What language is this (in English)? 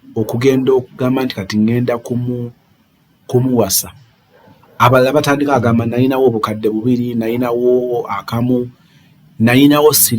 Ganda